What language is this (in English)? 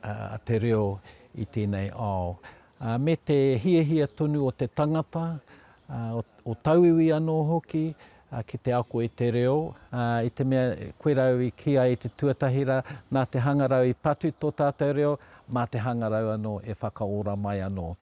Māori